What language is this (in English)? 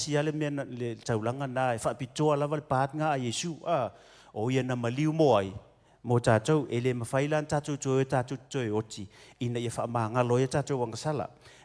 Samoan